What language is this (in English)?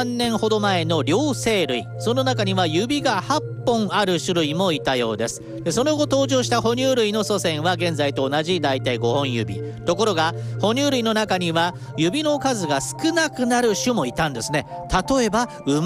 Japanese